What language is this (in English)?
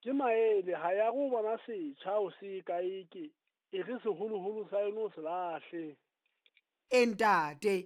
Southern Sotho